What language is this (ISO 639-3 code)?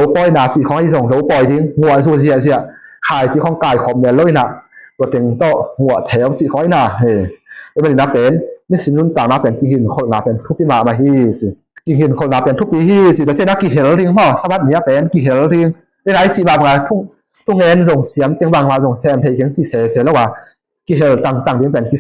ctd